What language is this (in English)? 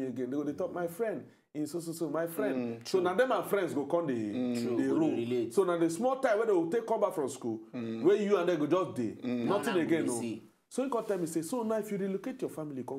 Nigerian Pidgin